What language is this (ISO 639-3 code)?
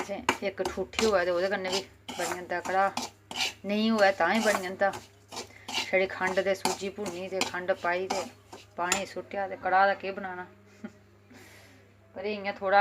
doi